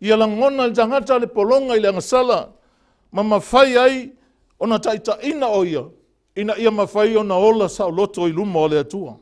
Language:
Samoan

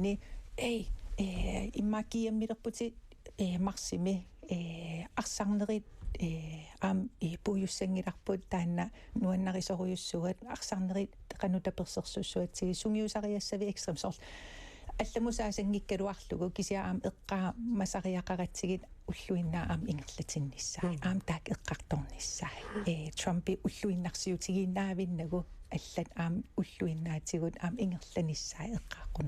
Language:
Kalaallisut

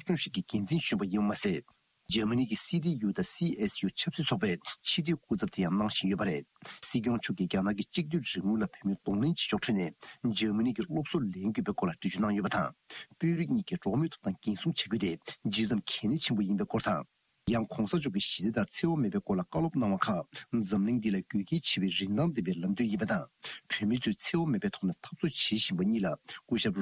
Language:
Tibetan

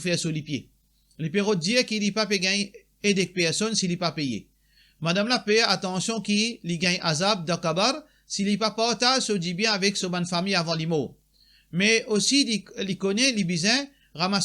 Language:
Morisyen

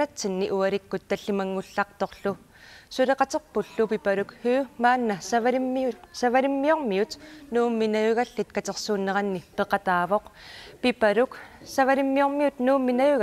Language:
Kalaallisut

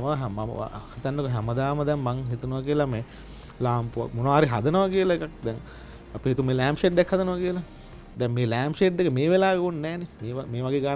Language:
Sinhala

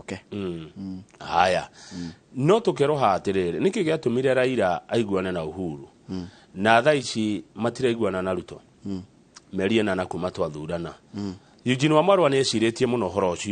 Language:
Kikuyu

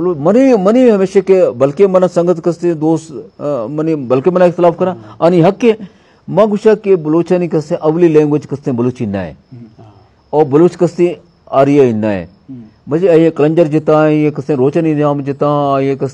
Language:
Eastern Balochi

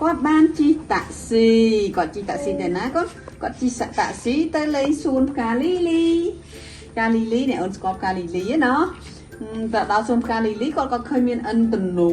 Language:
Khmer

